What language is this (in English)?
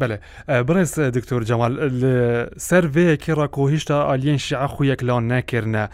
Kurdish